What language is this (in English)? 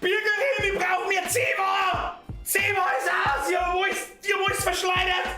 Bavarian